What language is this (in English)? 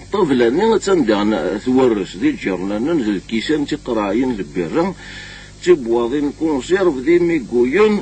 Kabyle